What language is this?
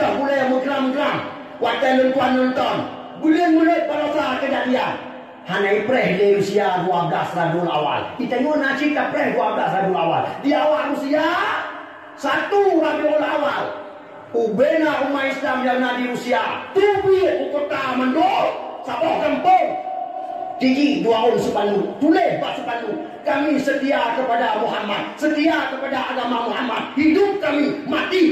Achinese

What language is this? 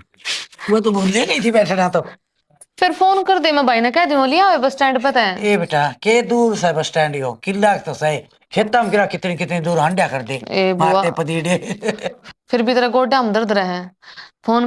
Haryanvi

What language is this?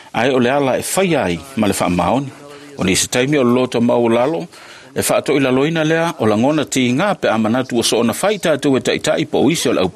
Samoan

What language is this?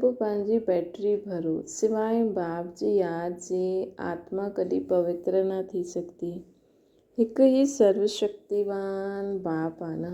Sindhi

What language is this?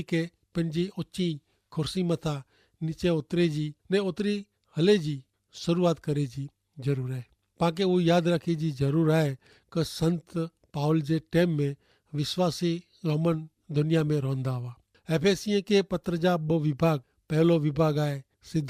Kachhi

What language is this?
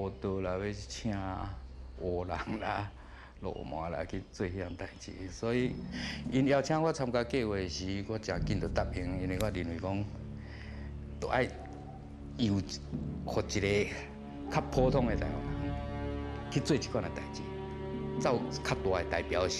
Min Nan Chinese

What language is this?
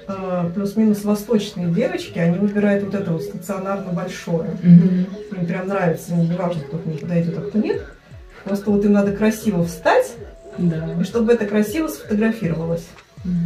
Russian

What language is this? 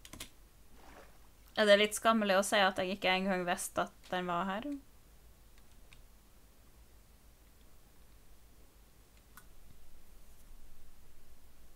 Norwegian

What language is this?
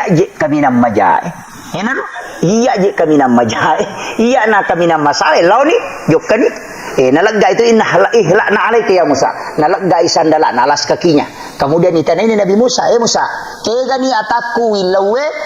Buginese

